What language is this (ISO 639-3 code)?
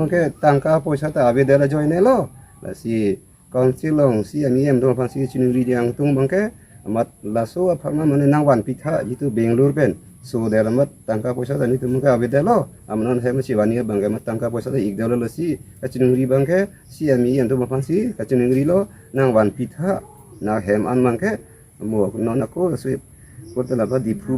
mjw